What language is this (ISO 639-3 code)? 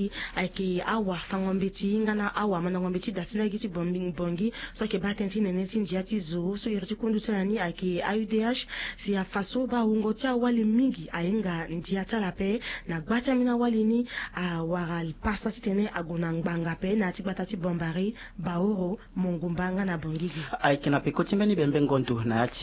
sag